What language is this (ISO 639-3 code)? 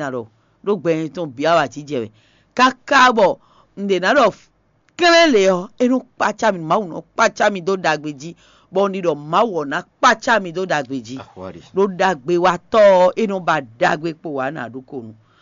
fon